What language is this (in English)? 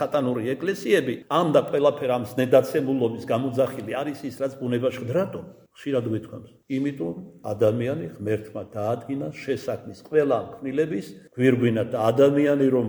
Georgian